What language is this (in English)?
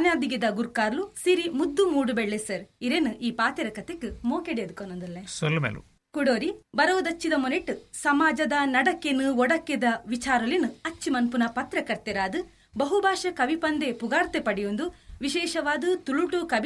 Tulu